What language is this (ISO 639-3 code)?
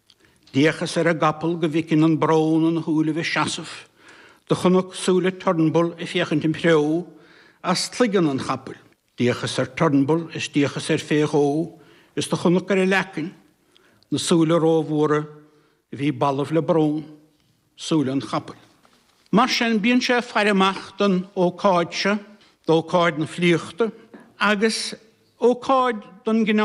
gle